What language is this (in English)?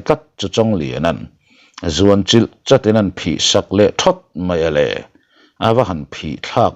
Mizo